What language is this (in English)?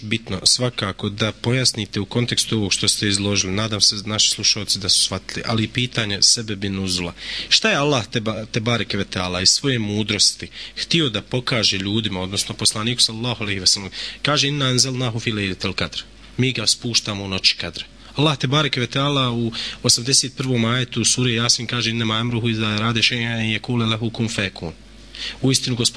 Bosnian